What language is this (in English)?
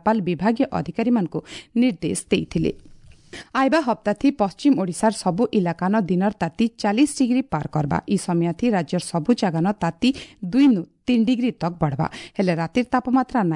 Odia